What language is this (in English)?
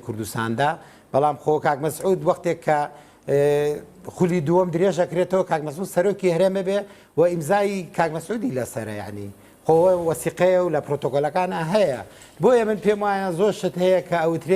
Central Kurdish